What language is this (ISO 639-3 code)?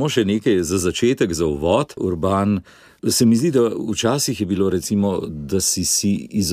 slv